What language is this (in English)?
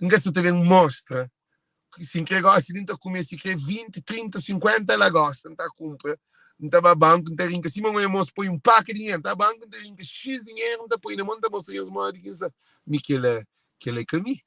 Kabuverdianu